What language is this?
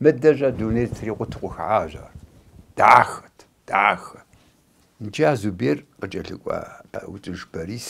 Kabardian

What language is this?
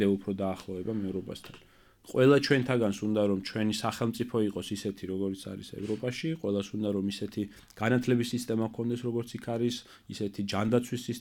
Georgian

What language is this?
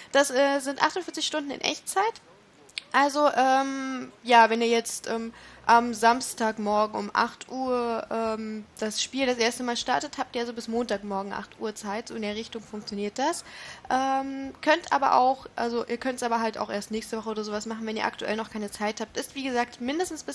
German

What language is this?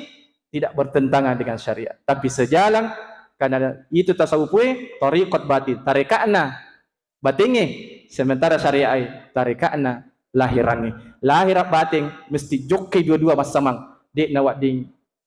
Buginese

